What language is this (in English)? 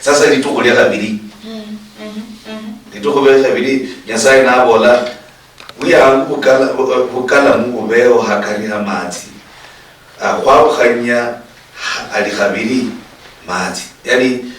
Luyia